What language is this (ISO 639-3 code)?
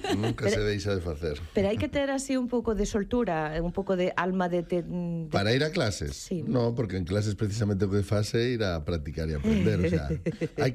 glg